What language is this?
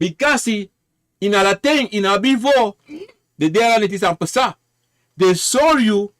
Sranan Tongo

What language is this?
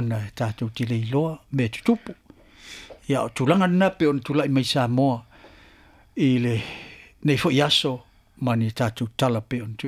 Samoan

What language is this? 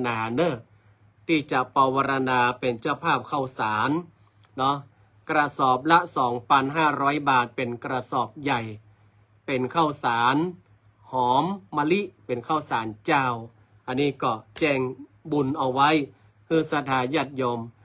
Northern Thai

